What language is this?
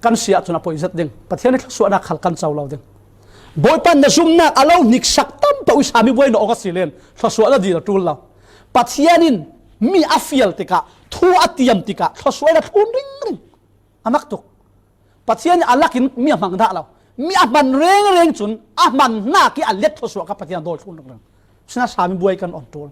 Falam Chin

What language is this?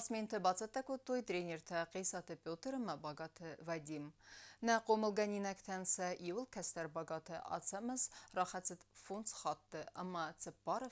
Ossetic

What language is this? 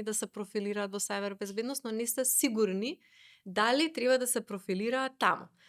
Macedonian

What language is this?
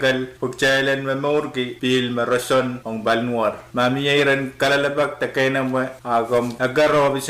Pohnpeian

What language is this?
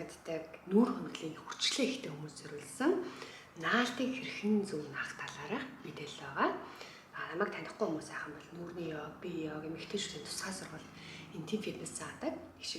Mongolian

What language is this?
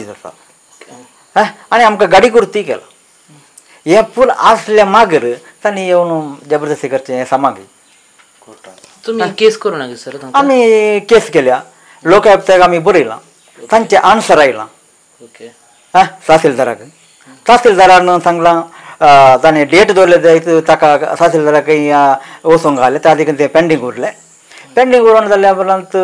Konkani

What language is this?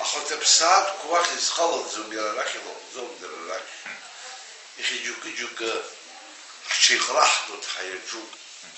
Abkhazian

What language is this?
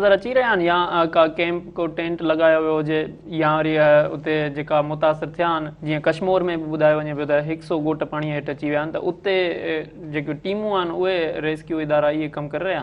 Sindhi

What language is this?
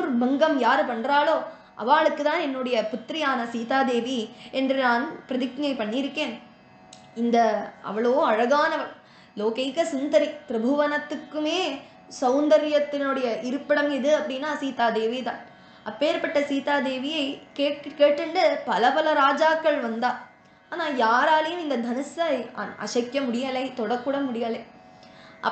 Tamil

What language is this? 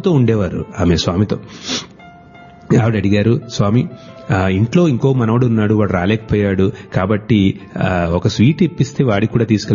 Telugu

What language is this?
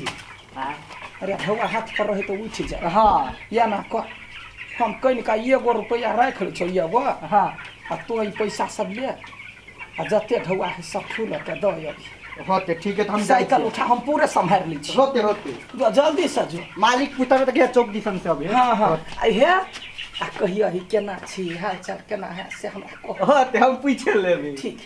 Maithili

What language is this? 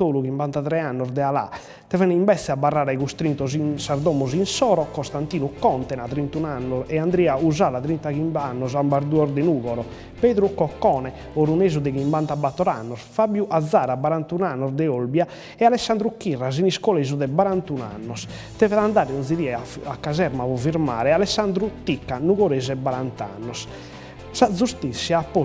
Sardinian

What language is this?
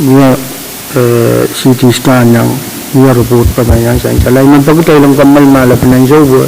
Pohnpeian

